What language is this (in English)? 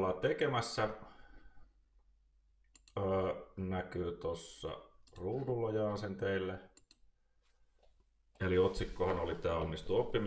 Finnish